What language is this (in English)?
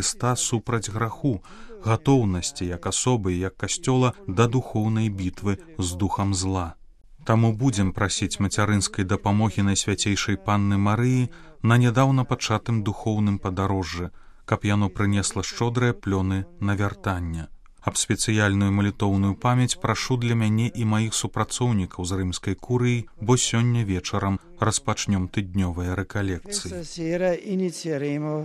Belarusian